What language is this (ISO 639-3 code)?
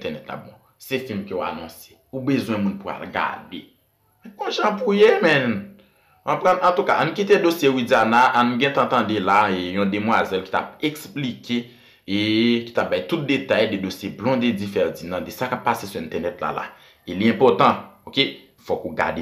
hat